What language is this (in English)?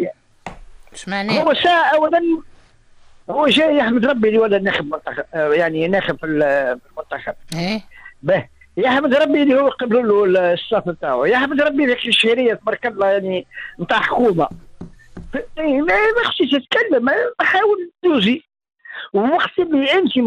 Tunisian Arabic